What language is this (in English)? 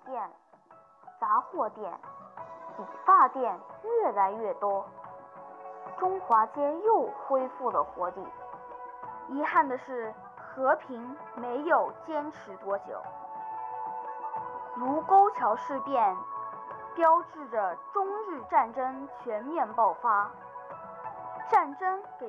Chinese